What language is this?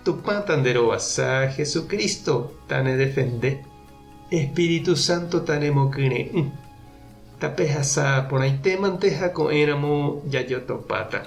Guarani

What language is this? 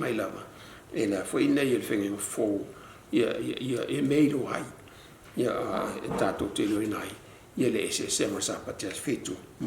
Samoan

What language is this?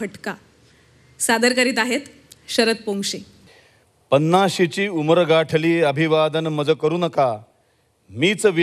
Marathi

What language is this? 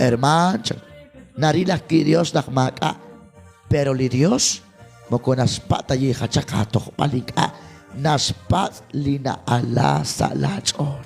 Kekchí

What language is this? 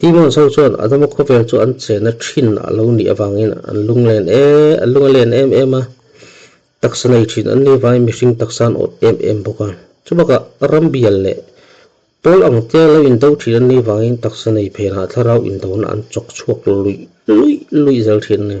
Mizo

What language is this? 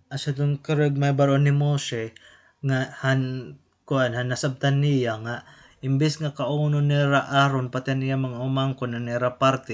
Waray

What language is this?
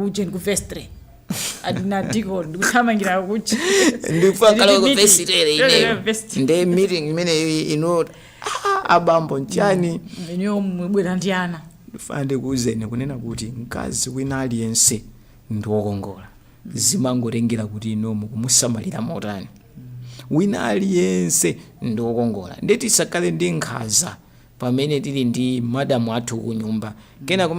Nyanja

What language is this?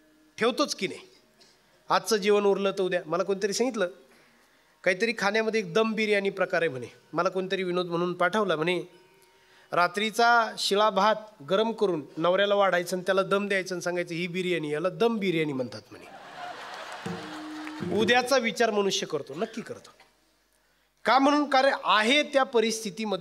Marathi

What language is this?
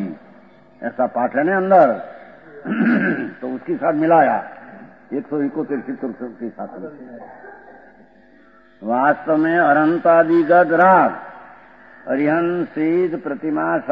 Hindi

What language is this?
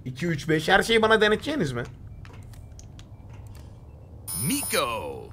Turkish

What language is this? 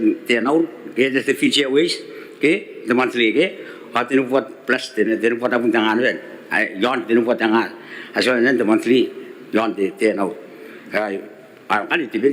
Gilbertese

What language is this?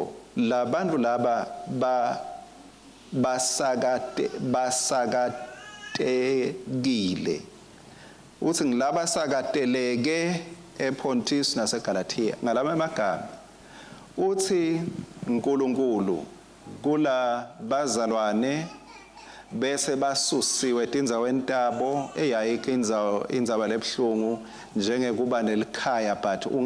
Swati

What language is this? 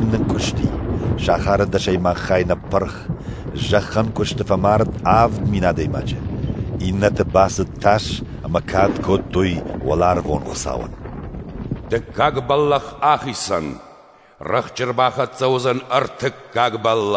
Ossetic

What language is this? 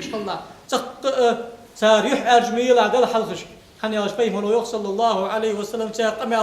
Ingush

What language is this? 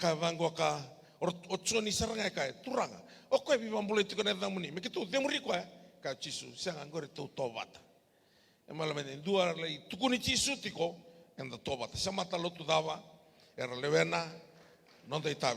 Fijian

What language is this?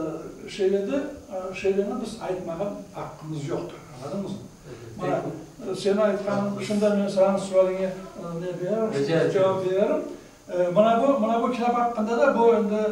Crimean Tatar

